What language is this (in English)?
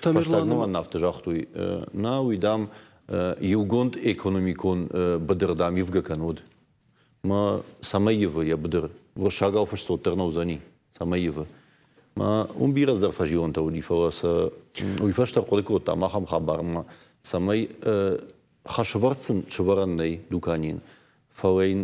Ossetic